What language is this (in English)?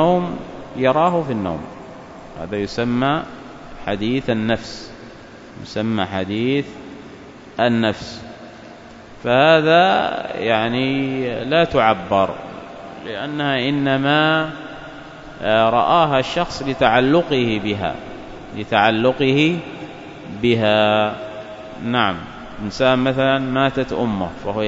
Arabic